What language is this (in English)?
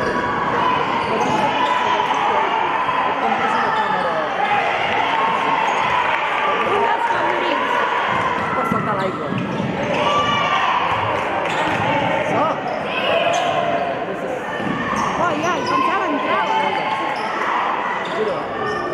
Catalan